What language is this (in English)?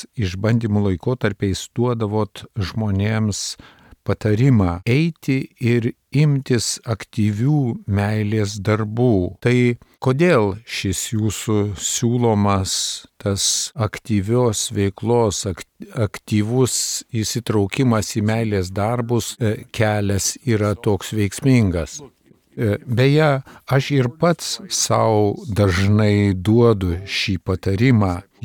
Lithuanian